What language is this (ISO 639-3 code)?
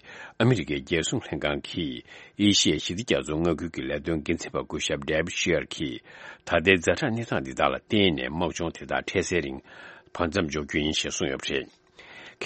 bod